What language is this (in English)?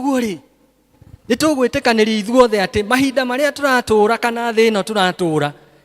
Kikuyu